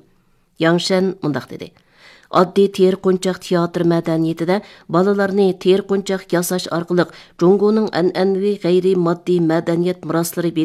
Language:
Uyghur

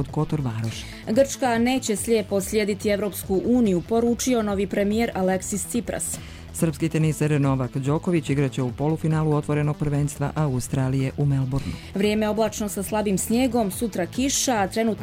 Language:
Croatian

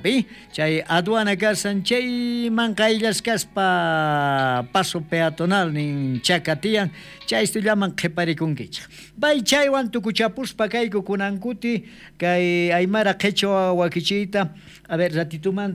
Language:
South Bolivian Quechua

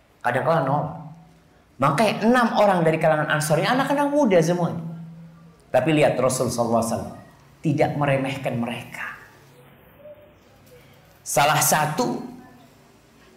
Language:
Indonesian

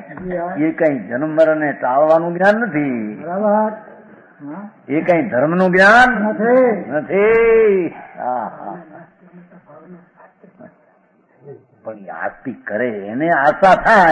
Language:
Gujarati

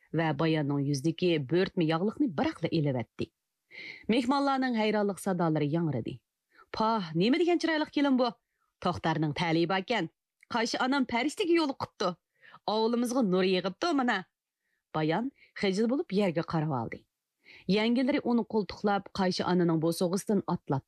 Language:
Uyghur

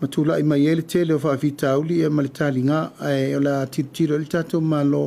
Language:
Samoan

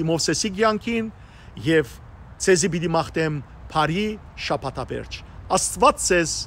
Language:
Western Armenian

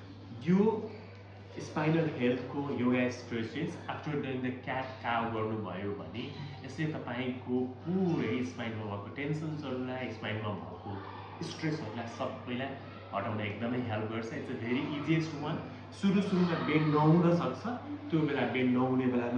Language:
Nepali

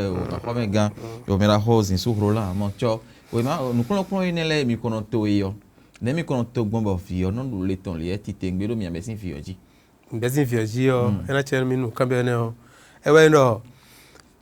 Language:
Fon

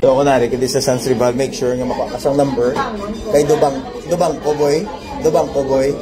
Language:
Hiligaynon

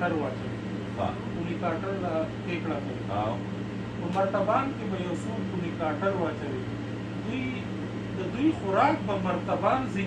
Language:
Pashto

